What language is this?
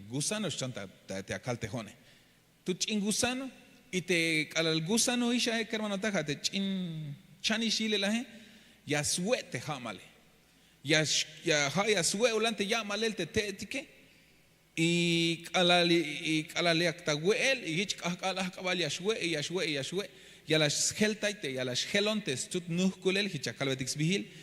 Tzeltal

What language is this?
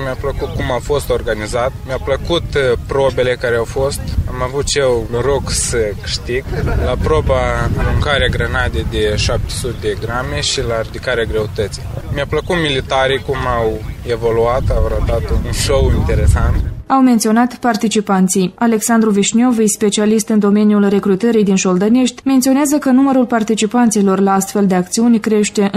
Romanian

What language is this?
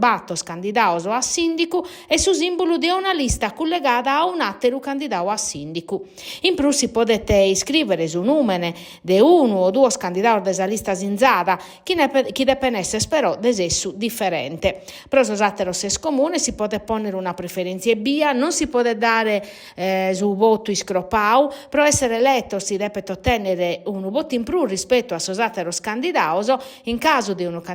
Sardinian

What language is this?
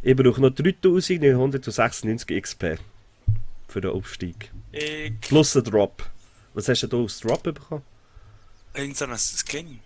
Swiss German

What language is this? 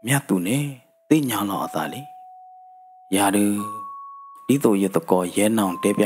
S'gaw Karen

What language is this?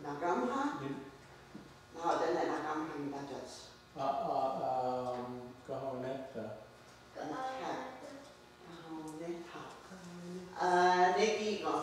Mohawk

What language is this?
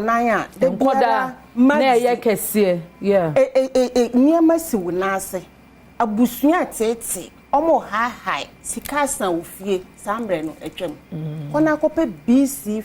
Akan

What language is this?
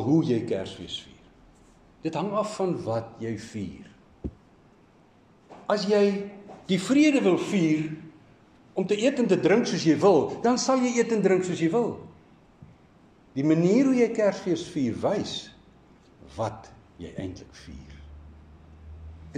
Afrikaans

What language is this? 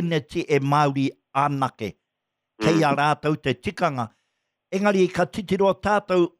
Māori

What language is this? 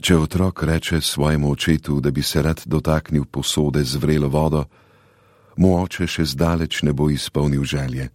Slovenian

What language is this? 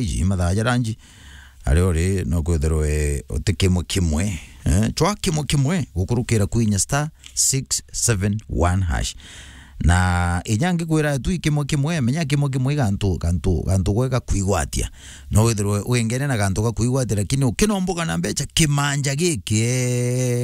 Meru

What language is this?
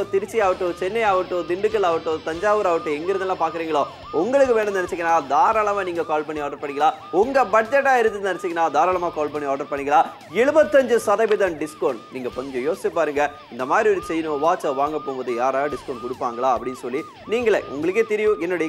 Tamil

